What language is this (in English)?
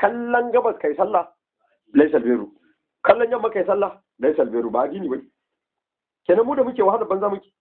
Hausa